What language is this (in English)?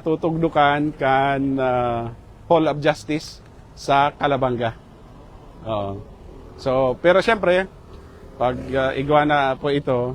Bikol